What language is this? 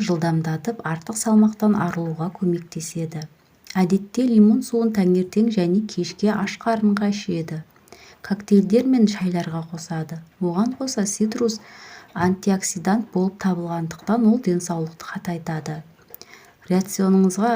Kazakh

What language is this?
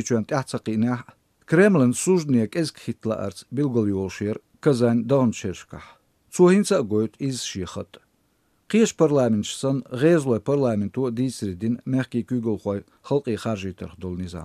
Chechen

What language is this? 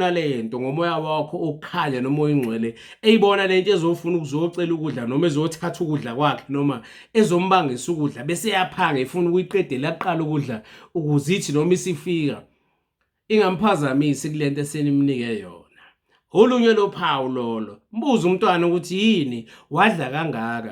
Zulu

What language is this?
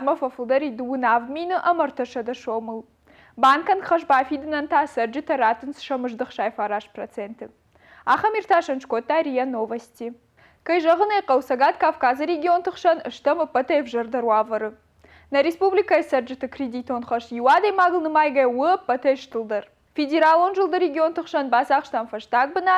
Ossetic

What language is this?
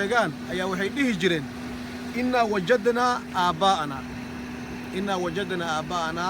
Somali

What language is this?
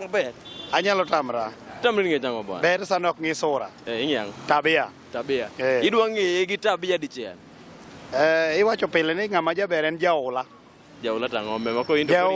Luo (Kenya and Tanzania)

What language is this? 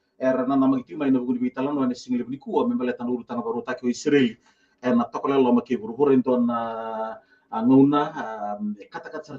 Fijian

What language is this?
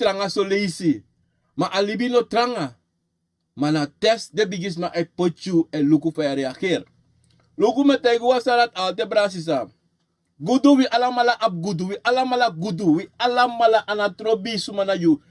Sranan Tongo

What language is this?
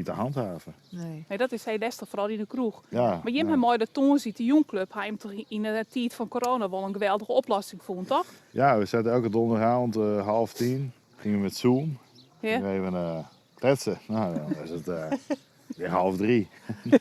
Western Frisian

